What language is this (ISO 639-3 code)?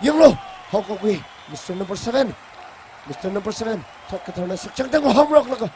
nmf